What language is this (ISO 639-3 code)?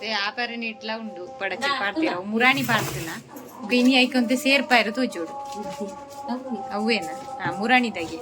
tcy